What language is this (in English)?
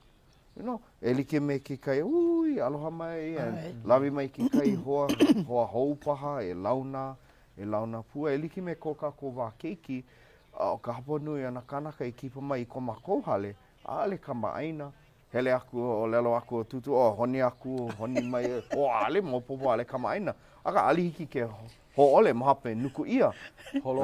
Hawaiian